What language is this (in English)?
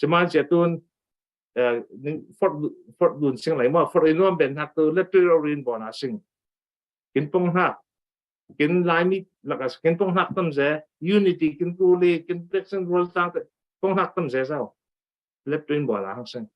Falam Chin